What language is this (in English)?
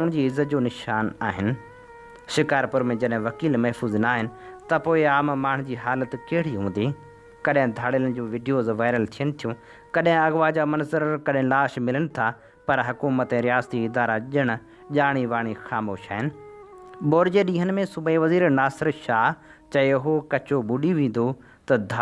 Sindhi